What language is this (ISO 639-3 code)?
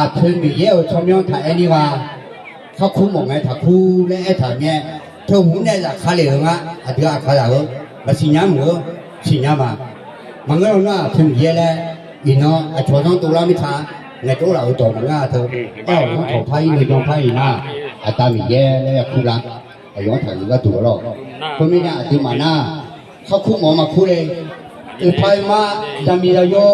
ahk